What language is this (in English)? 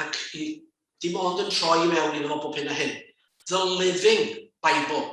Welsh